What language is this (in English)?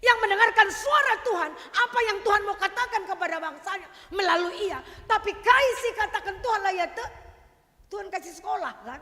Batak Karo